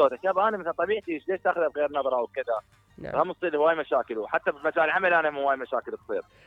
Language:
Mesopotamian Arabic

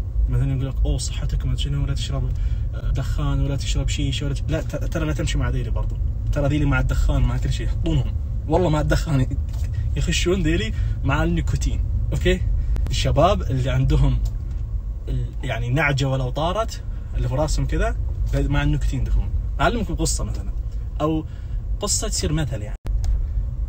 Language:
Najdi Arabic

